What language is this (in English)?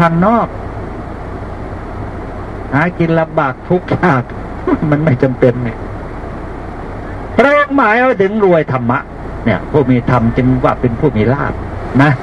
Thai